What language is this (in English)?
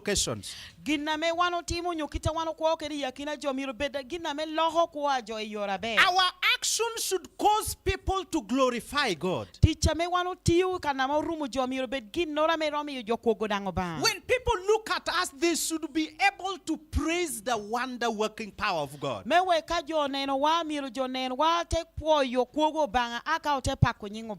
Lango (Uganda)